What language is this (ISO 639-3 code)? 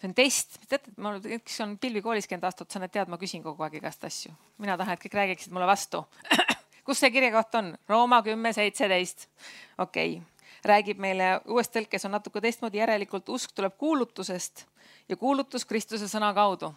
est